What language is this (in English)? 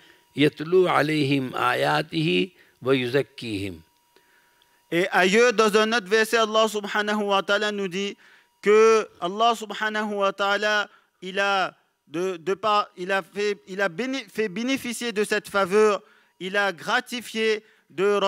French